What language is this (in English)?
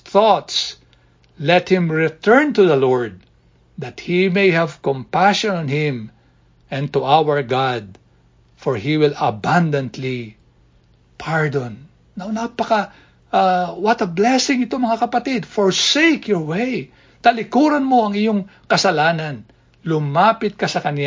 Filipino